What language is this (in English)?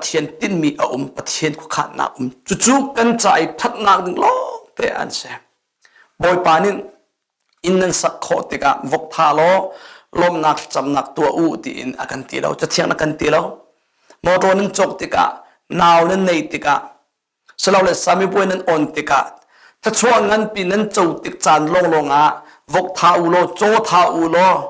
Hakha Chin